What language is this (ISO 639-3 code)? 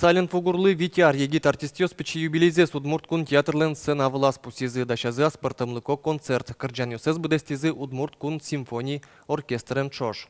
udm